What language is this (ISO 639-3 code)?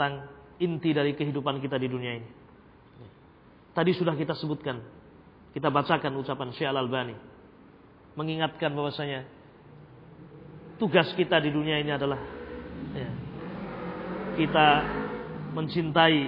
ind